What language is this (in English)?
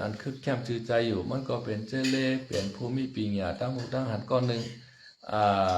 Shan